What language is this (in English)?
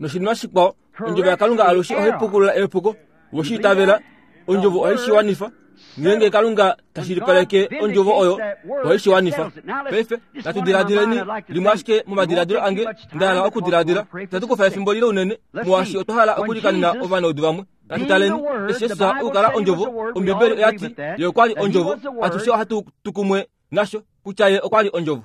Kuanyama